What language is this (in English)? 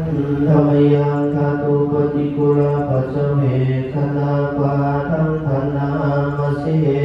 Pali